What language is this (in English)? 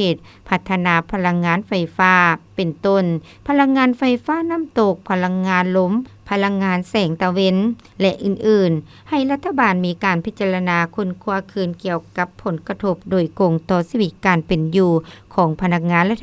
Lao